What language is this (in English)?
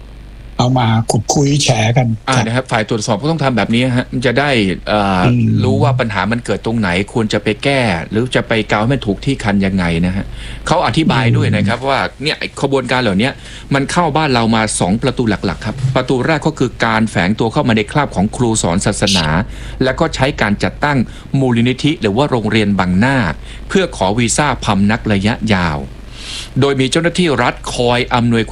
Thai